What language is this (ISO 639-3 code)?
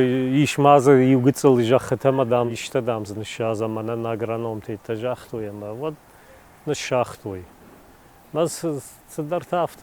oss